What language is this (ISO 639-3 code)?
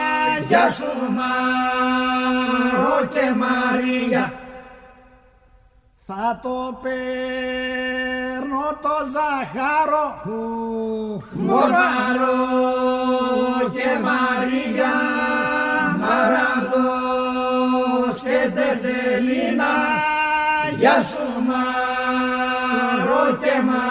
ell